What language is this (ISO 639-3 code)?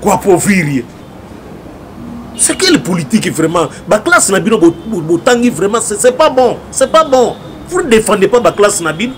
lin